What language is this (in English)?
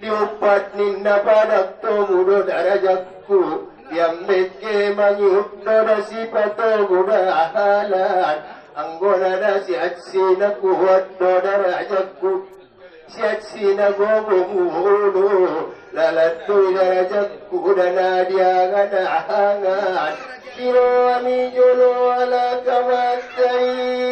Batak Angkola